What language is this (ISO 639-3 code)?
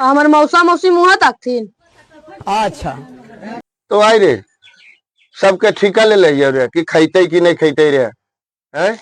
mag